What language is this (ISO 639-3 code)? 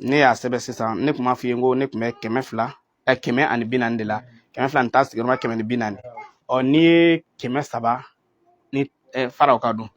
bam